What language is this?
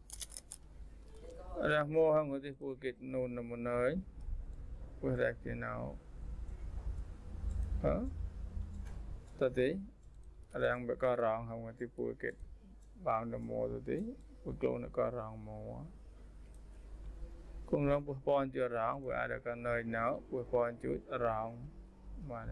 Vietnamese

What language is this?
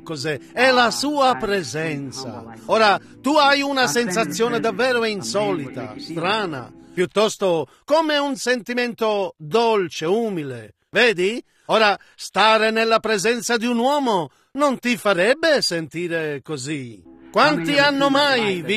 Italian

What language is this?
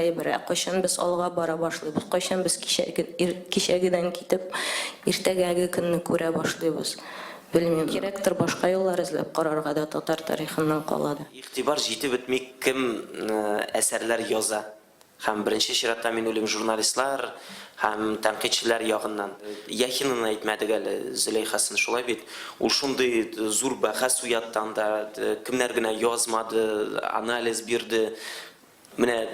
Tatar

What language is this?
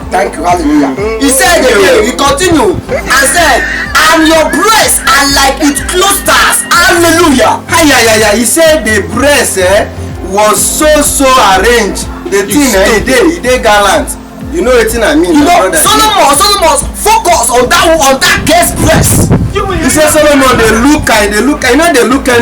Nigerian Pidgin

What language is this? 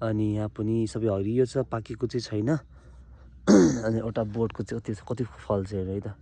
Nepali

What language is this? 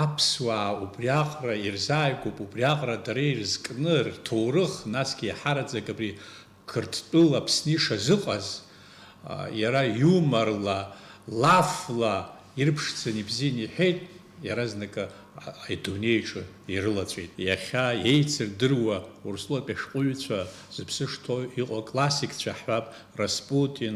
Abkhazian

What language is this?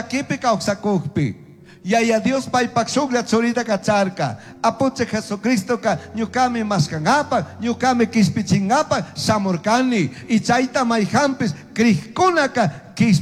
Chimborazo Highland Quichua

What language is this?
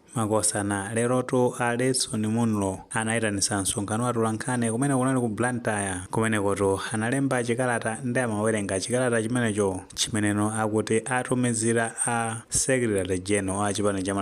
Nyanja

